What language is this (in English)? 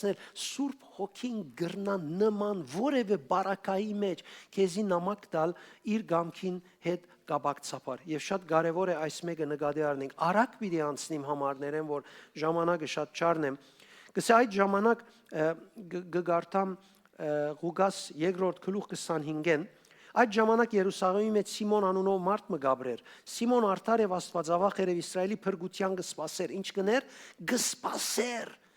Western Armenian